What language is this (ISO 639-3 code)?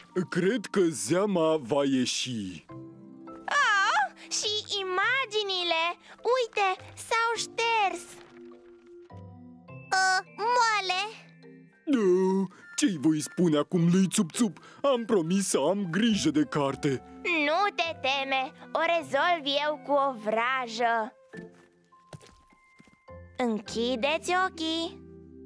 ron